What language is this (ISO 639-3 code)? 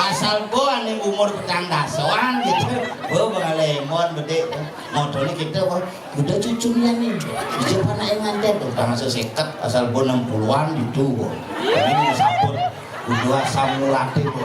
ban